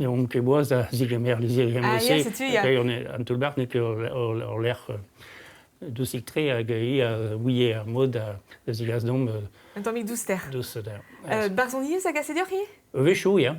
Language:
Breton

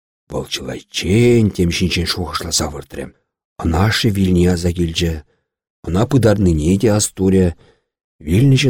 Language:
Chuvash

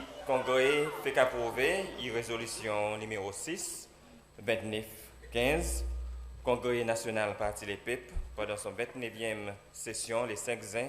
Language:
Seselwa Creole French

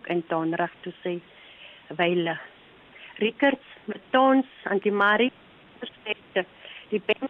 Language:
Afrikaans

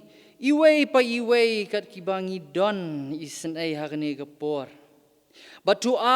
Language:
Khasi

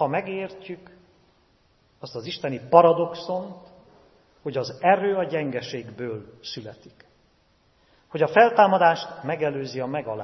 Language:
Hungarian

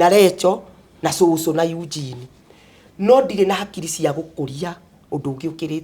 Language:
Kikuyu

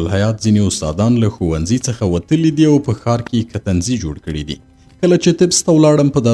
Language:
Pashto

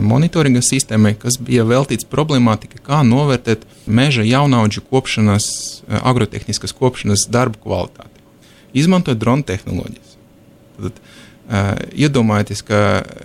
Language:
Latvian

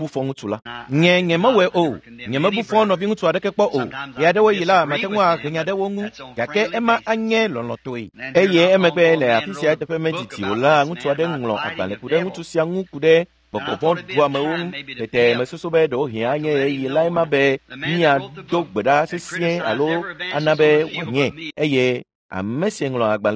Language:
Ewe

